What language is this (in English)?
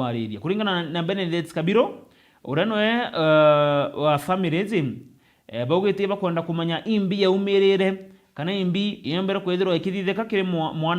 Meru